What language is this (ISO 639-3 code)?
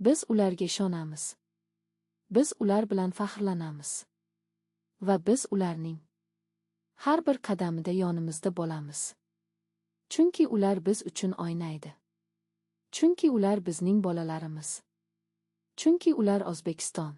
uzb